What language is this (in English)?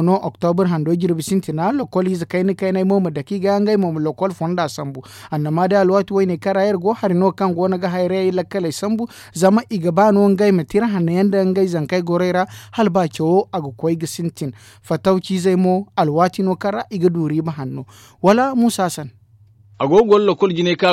Zarma